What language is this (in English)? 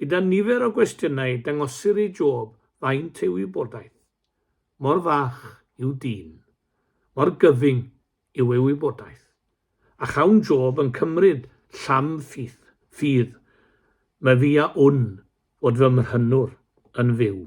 Welsh